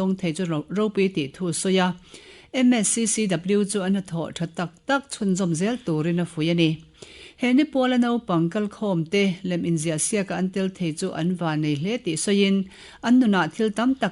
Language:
Mizo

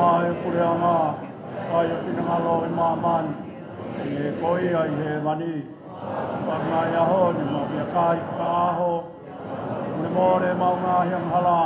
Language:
Tongan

